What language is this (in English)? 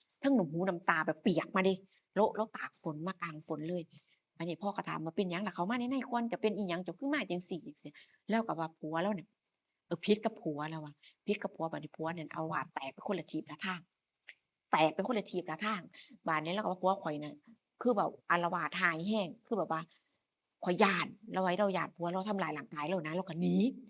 Northeastern Thai